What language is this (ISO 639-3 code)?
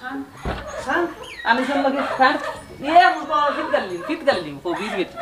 syl